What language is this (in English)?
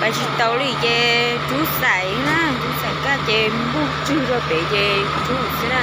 Hmong